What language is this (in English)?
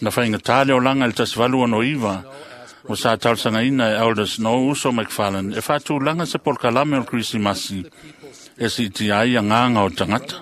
Samoan